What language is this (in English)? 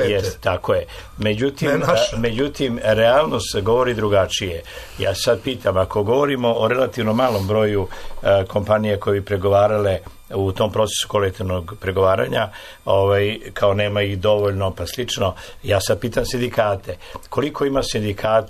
Serbian